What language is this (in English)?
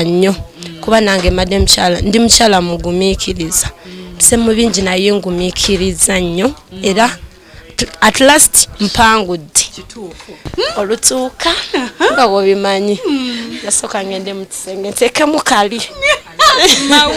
Ganda